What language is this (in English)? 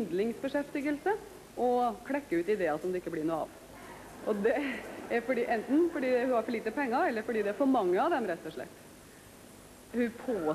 Norwegian